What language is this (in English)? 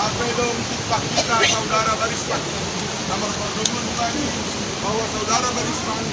Batak Simalungun